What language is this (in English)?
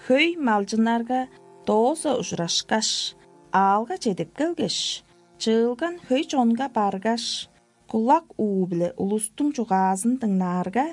Tuvinian